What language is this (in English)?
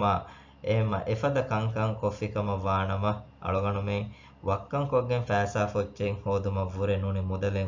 Divehi